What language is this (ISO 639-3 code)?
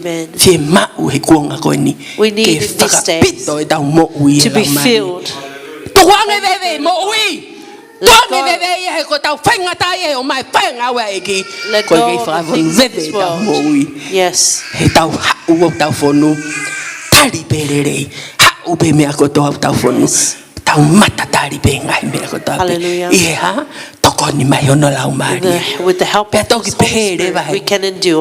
ton